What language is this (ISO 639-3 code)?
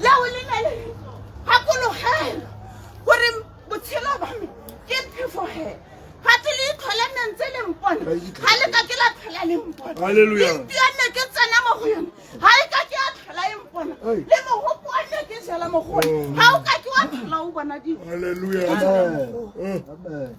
tsn